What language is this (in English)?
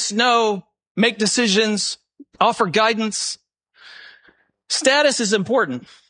English